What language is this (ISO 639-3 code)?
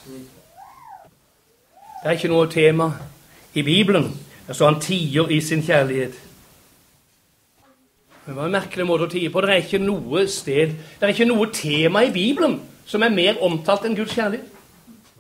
nor